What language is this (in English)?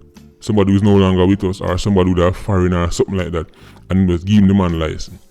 Jamaican Creole English